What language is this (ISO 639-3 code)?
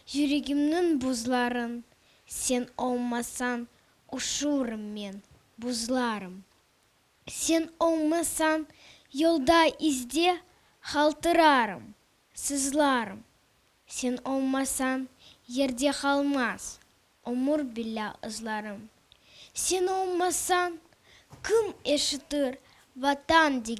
crh